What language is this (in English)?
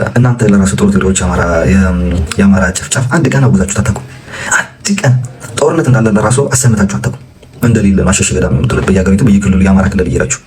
Amharic